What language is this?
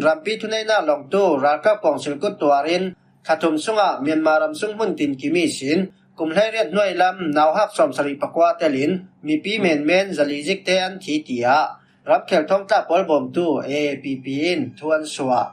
Falam Chin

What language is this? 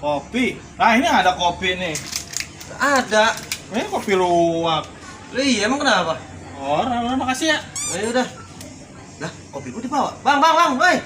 Betawi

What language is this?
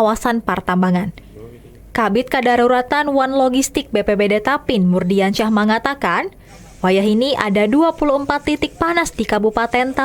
Banjar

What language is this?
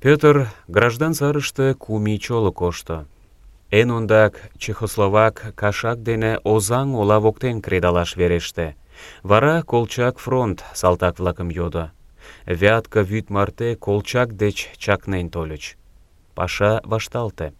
Mari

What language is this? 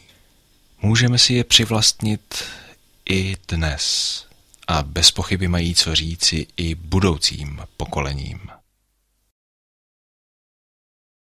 Czech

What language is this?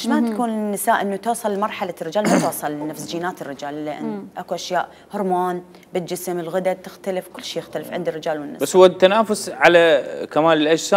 Mesopotamian Arabic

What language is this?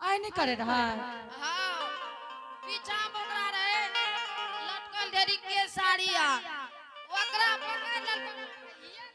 Angika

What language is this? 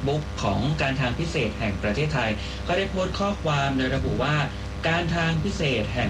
Thai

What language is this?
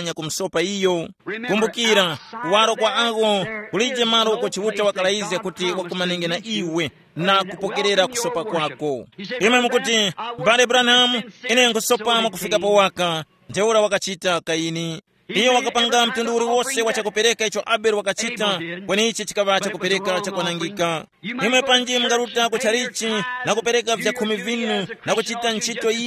Tumbuka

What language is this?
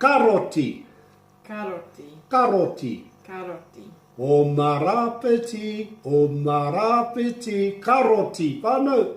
Māori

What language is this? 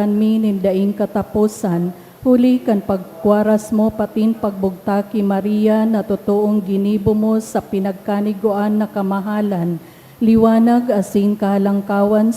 Bikol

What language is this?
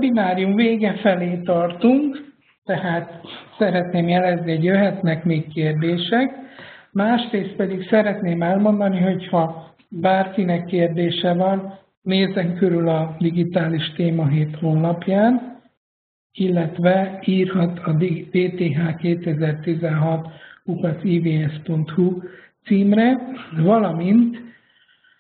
Hungarian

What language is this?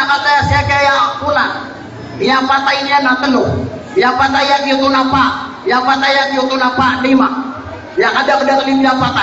Maranao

